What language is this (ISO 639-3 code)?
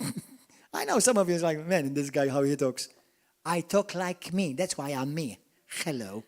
eng